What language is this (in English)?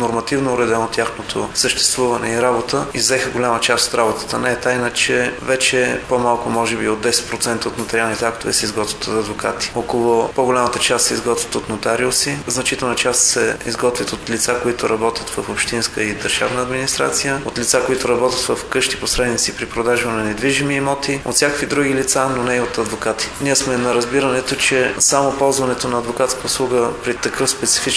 Bulgarian